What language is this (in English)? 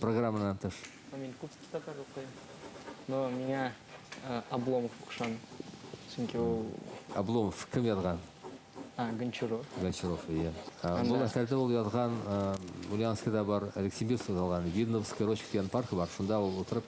Bashkir